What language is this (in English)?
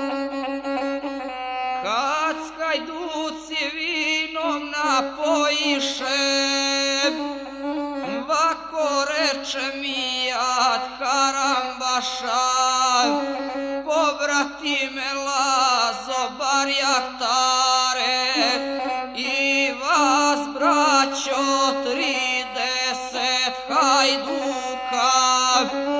Serbian